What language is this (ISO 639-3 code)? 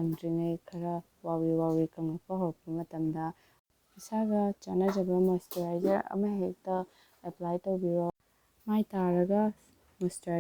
mni